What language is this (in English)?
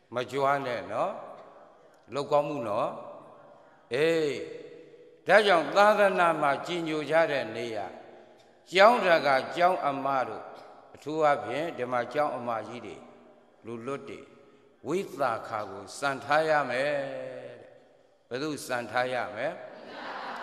Burmese